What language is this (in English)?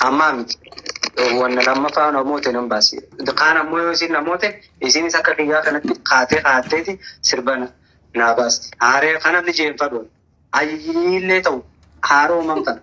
Oromo